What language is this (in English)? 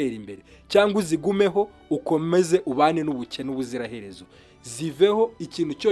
Kinyarwanda